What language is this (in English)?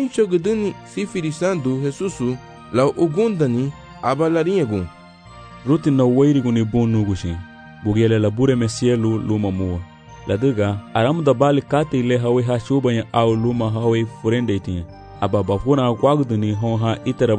Garifuna